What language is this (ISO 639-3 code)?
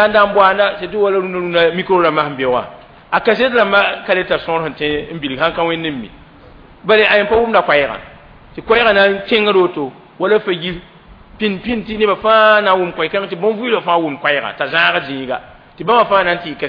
mos